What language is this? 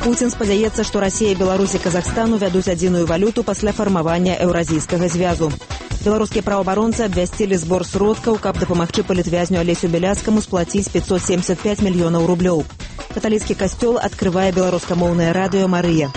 Belarusian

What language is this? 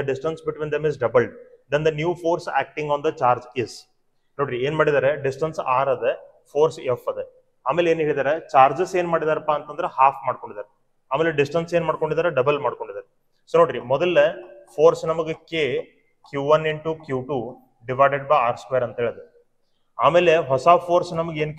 Kannada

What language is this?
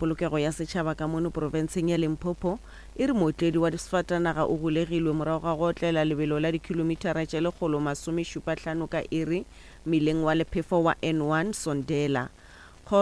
Northern Sotho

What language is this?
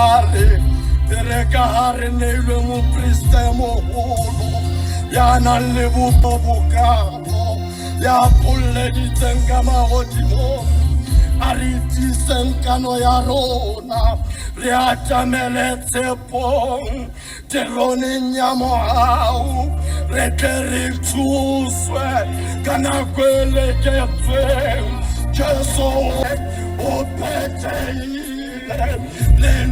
Southern Sotho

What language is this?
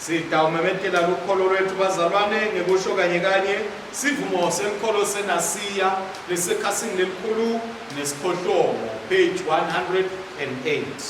Swati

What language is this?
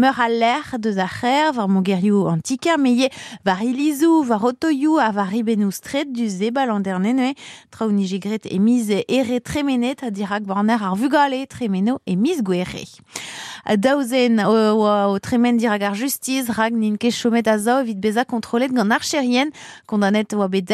Breton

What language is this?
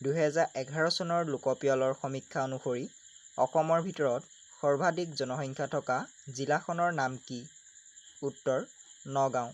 Assamese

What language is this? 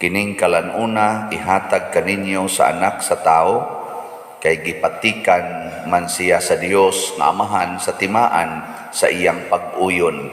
Cebuano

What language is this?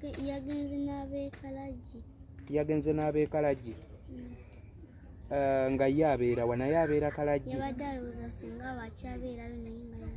Ganda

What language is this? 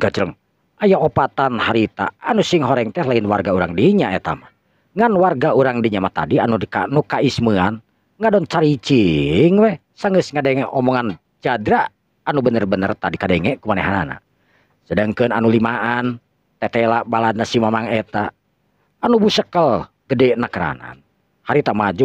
Sundanese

